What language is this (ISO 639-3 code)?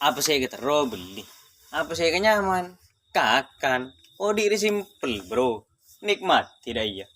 mad